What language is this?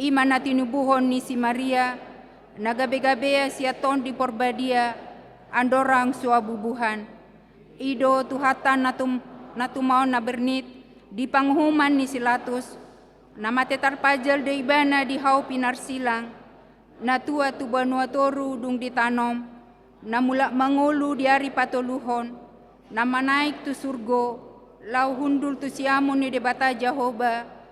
Batak Toba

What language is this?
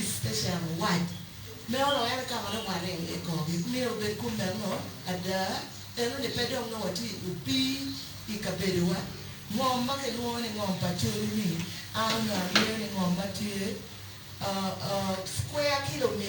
Acoli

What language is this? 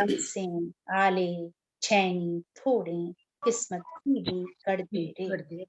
Dogri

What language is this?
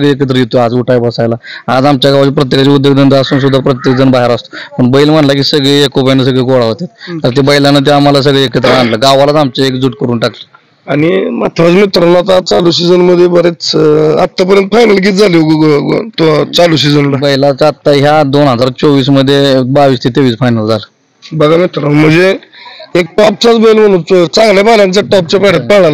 Marathi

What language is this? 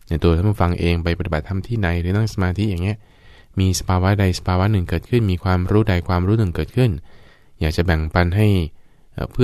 Thai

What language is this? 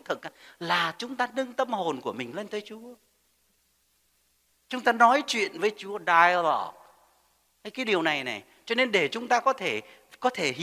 Vietnamese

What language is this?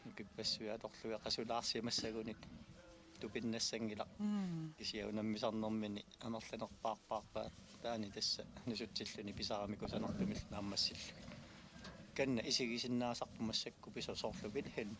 Kalaallisut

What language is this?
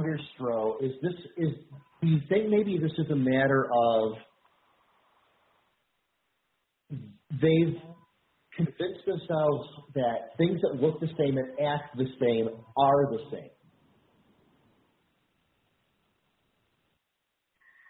English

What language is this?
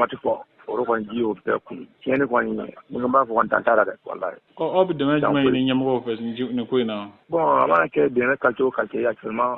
Bambara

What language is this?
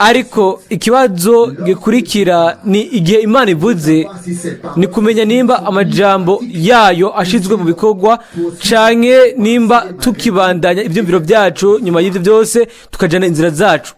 Rundi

